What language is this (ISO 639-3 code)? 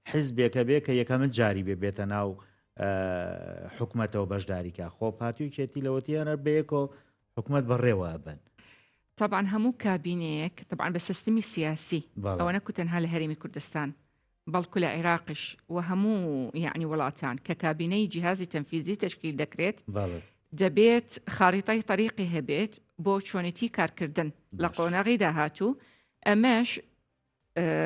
ckb